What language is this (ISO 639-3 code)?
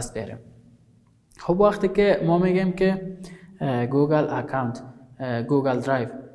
fas